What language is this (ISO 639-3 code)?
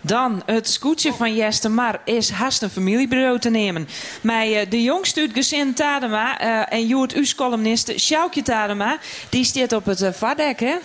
fry